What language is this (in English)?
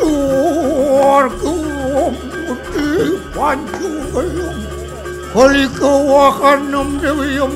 Balinese